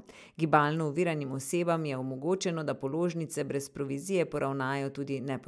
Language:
Slovenian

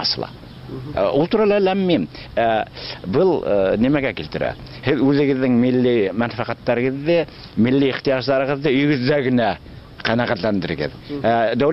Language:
Tatar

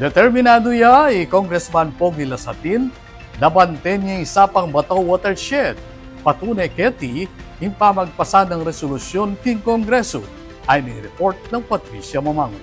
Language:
Pampanga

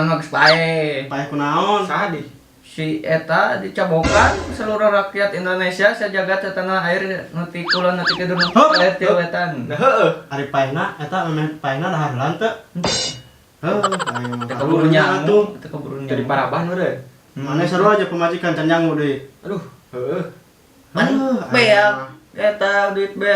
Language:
Sundanese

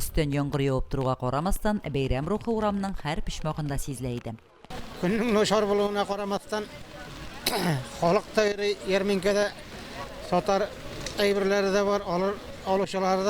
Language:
Tatar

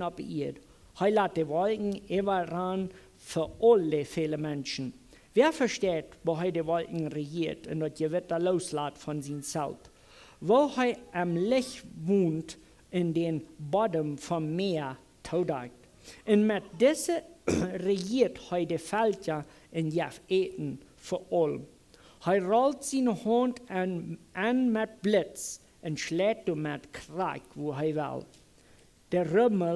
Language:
Plautdietsch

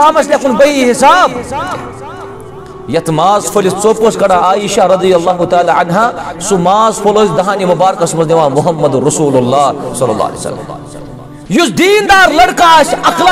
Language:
Kashmiri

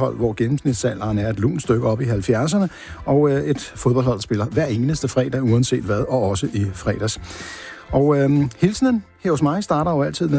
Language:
Danish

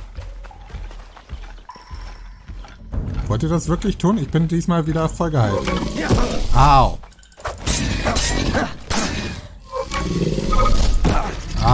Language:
German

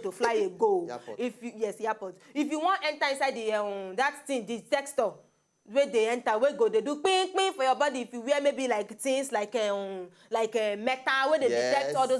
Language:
Nigerian Pidgin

